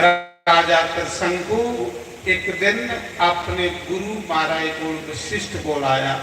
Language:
Dogri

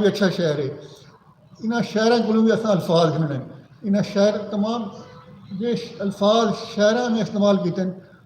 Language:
Saraiki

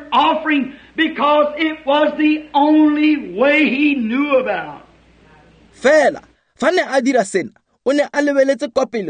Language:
Tswana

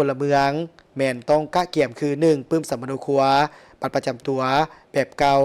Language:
Lao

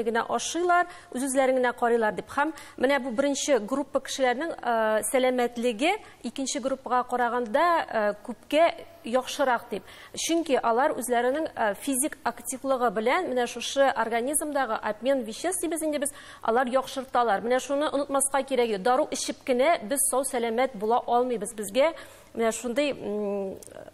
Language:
Tatar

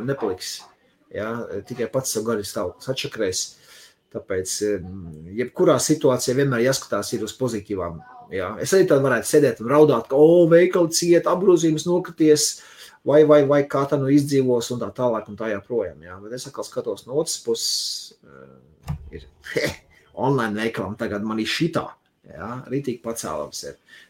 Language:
Latvian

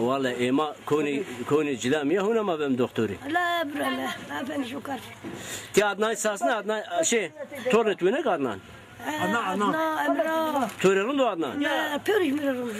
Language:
Zaza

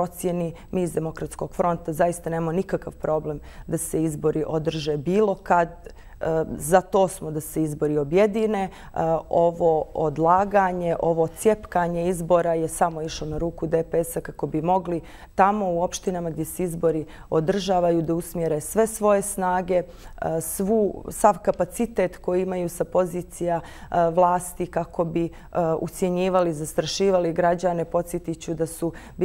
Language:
Serbian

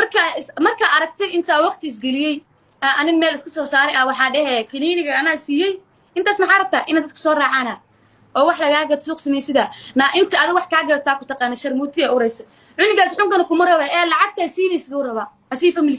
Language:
Somali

